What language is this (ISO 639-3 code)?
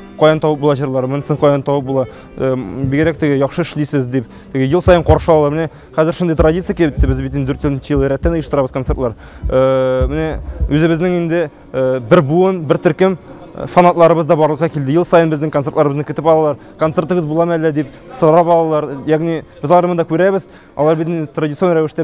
tat